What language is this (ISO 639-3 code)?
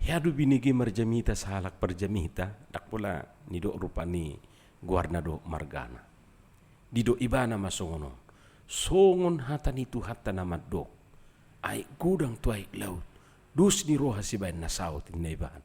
bbc